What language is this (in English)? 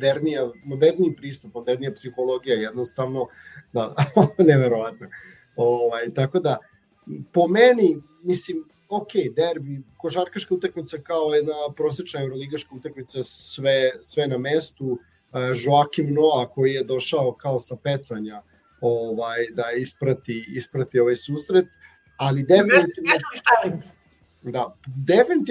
Serbian